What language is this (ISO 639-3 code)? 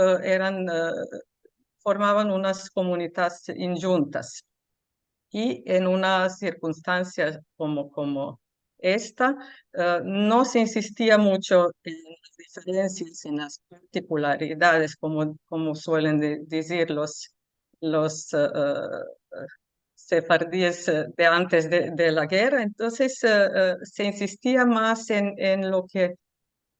lad